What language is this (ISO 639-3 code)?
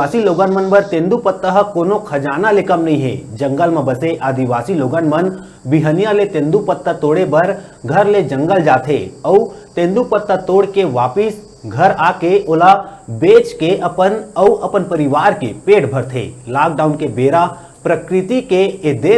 hne